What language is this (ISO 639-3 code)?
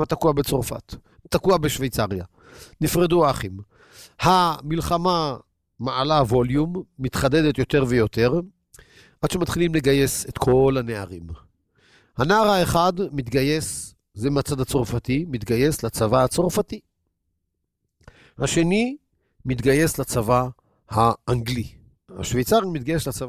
heb